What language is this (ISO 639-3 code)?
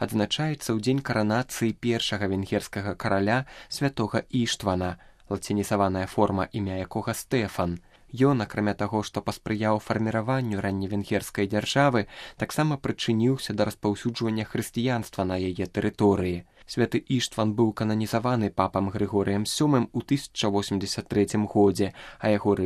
bel